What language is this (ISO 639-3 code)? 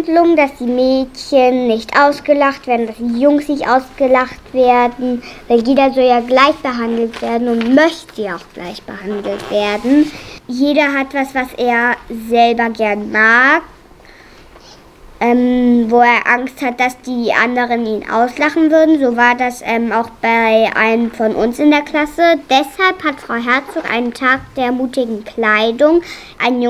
deu